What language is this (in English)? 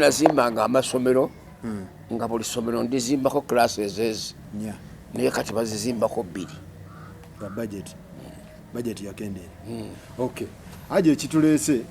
Ganda